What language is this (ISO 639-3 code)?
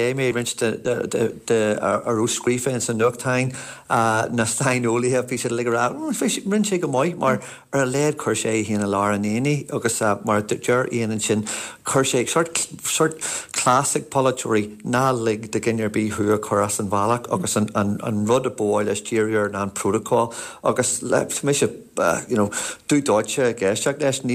gle